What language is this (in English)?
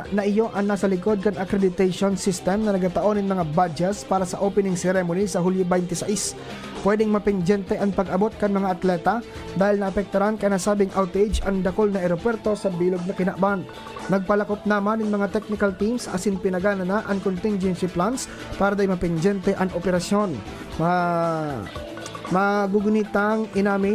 Bikol